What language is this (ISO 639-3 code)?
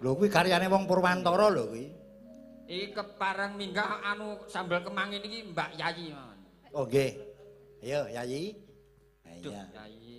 jav